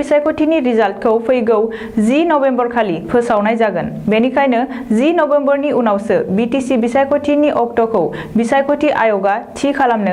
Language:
Bodo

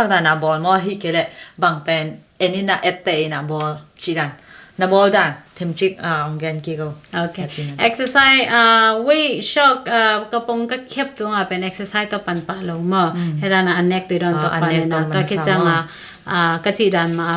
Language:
Tedim Chin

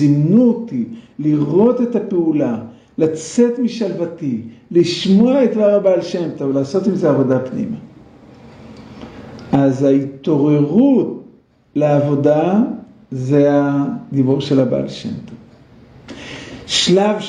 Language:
Hebrew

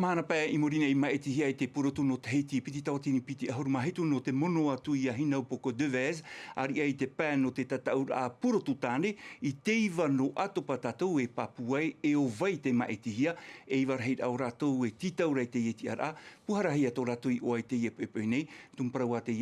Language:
Tahitian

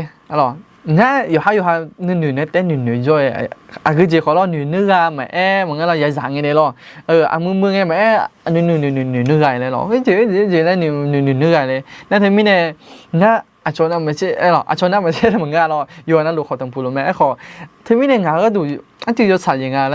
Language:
Akha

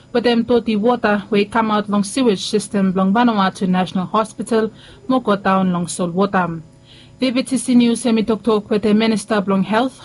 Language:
Bislama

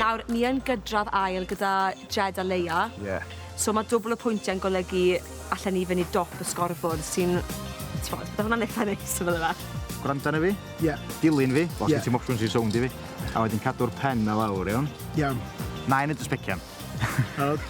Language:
Welsh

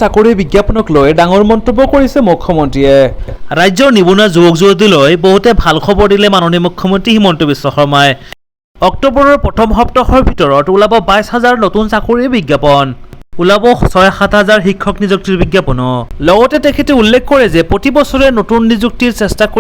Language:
Assamese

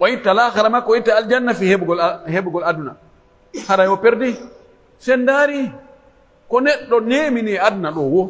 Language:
Pular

